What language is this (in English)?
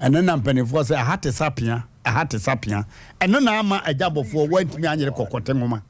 Akan